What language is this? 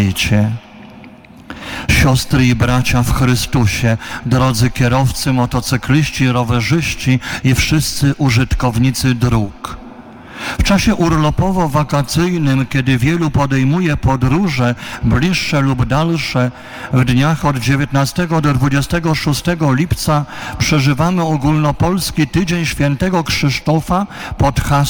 Polish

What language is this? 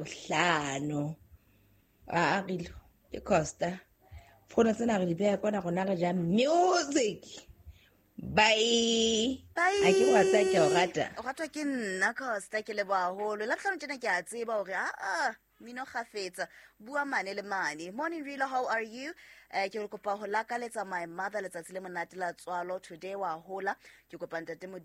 Southern Sotho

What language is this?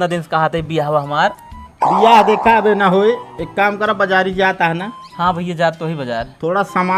Awadhi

